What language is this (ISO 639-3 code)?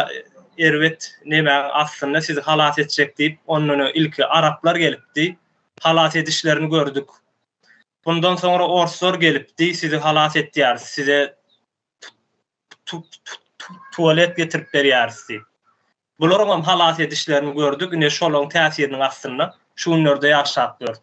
tuk